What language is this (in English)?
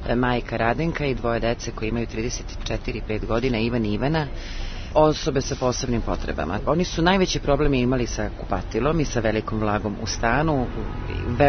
Serbian